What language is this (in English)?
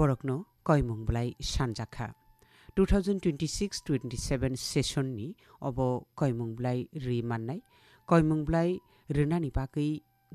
Kok Borok